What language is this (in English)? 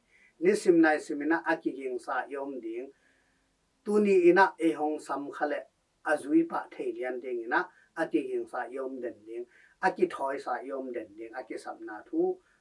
Tedim Chin